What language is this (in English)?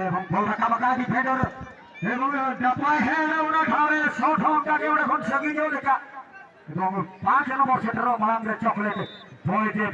Santali